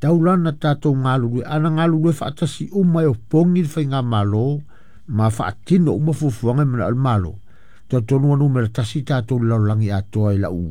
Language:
Samoan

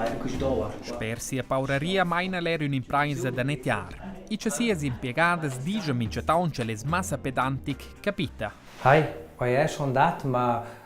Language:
Romansh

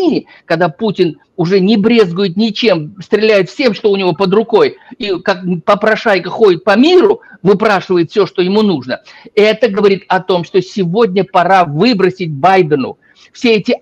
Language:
Russian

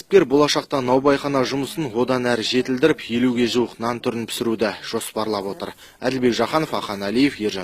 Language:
Kazakh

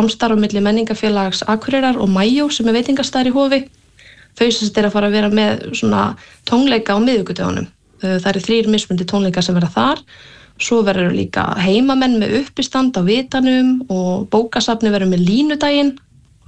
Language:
Icelandic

